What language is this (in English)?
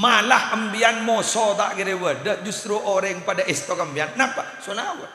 Madurese